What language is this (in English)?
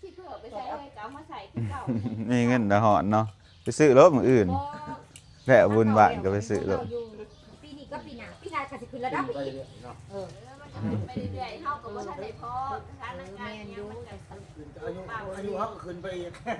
Lao